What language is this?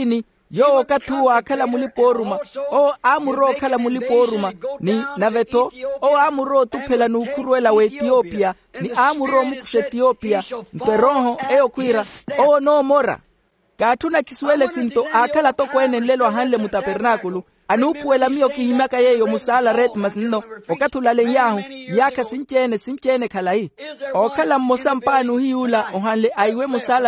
Makhuwa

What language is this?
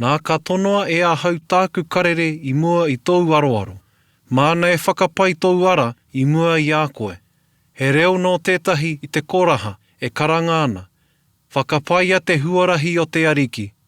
Māori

